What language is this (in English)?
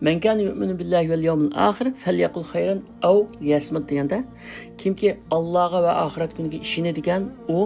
Uyghur